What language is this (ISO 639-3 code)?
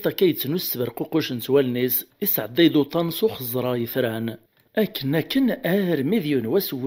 kab